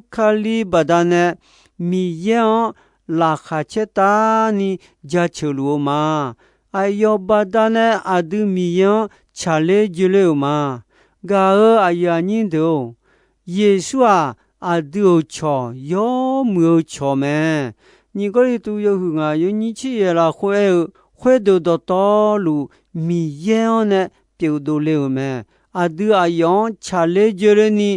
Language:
Akha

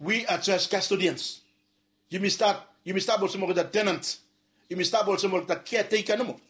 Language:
Bislama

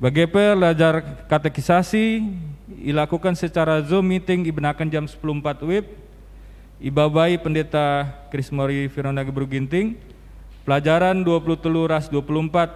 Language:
Batak Karo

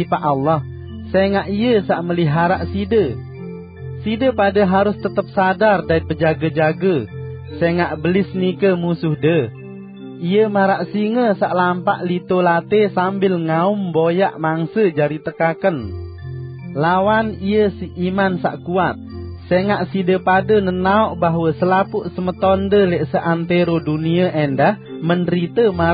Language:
Sasak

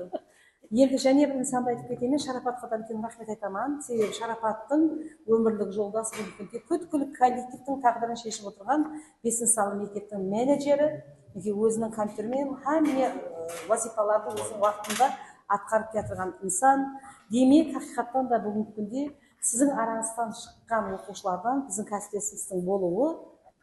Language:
Kara-Kalpak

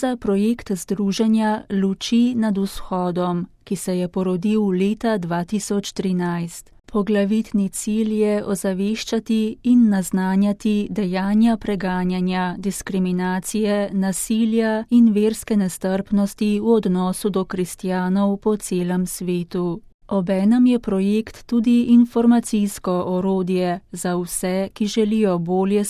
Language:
Slovenian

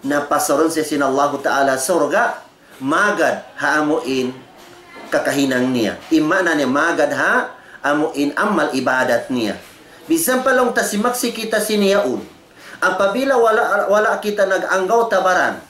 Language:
Tausug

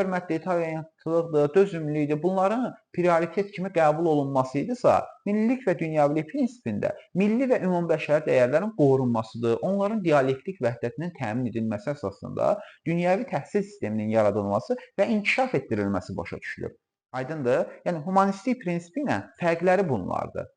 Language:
Azerbaijani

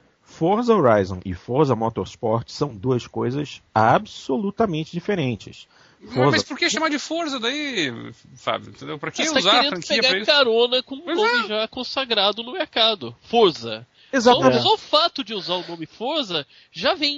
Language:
Portuguese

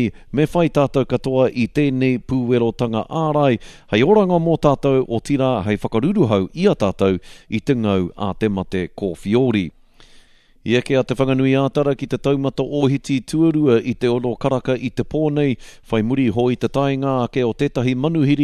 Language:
Māori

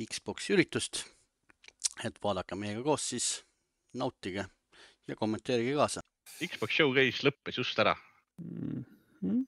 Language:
Estonian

